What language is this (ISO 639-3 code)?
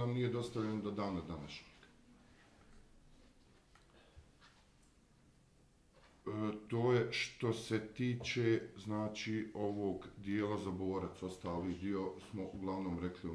bos